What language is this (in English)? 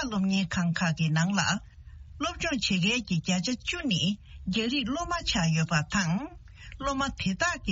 Tibetan